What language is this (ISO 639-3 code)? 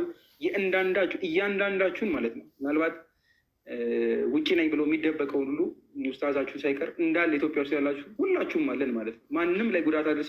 amh